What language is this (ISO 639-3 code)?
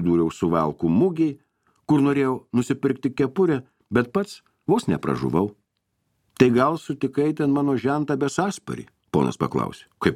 lit